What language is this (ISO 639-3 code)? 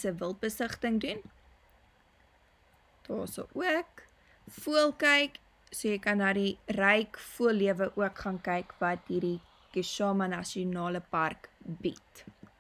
afr